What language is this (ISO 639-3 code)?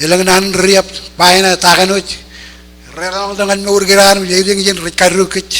mah